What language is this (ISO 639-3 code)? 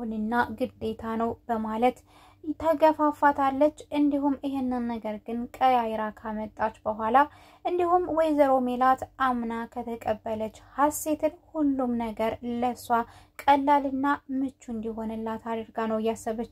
amh